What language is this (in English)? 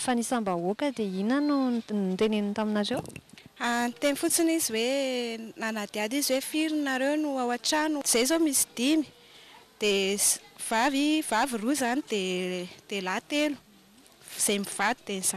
Malagasy